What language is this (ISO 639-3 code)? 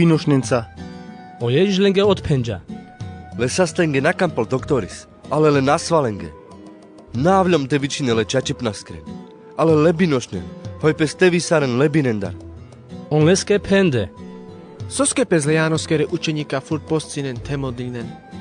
rmc